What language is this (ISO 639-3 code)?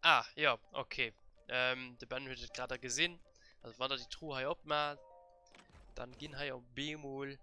ltz